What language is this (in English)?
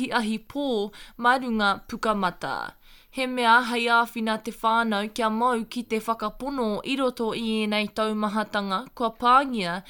Māori